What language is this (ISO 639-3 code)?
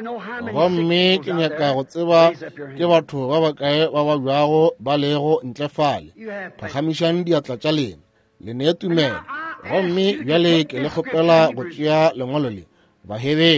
nso